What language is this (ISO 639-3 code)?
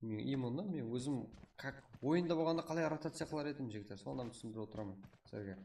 kaa